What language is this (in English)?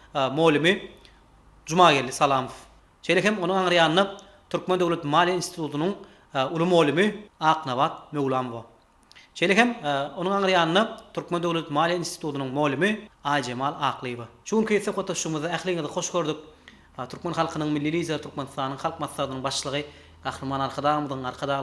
Turkmen